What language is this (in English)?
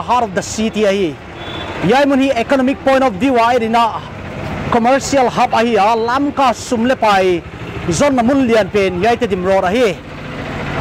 Paite Chin